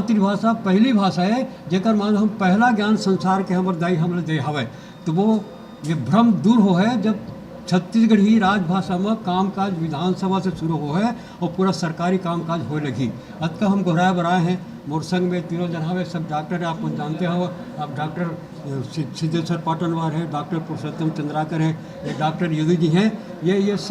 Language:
Chhattisgarhi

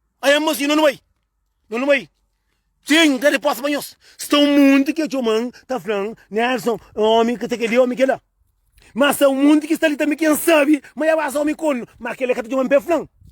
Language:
Kabuverdianu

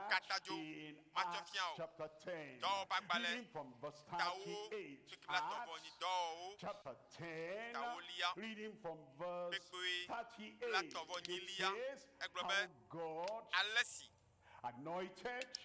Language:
Ewe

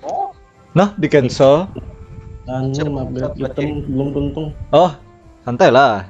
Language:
Banjar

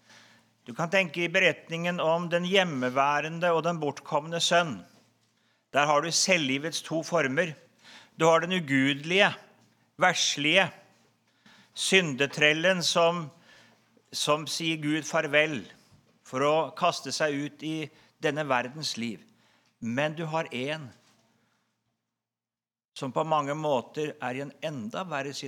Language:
Norwegian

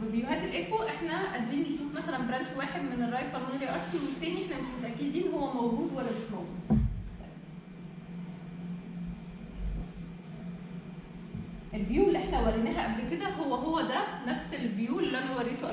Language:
Egyptian Arabic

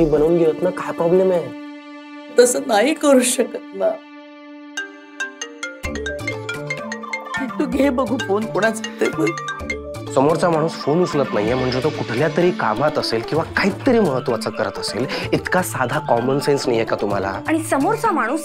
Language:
Marathi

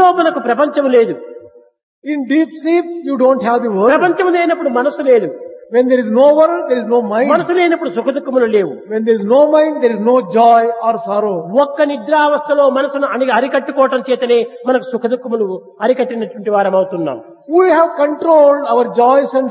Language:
Telugu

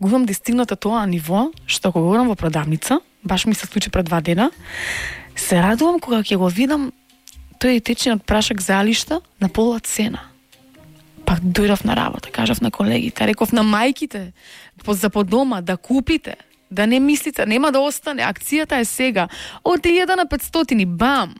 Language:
Macedonian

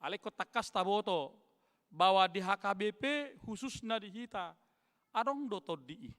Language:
Batak Toba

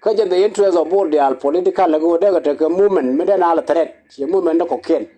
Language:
Nuer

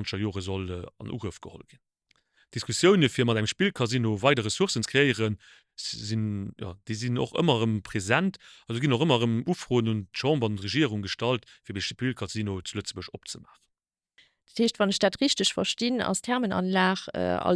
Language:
Luxembourgish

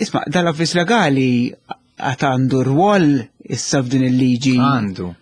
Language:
Maltese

